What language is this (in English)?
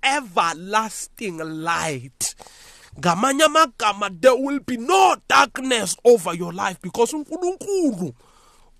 South Ndebele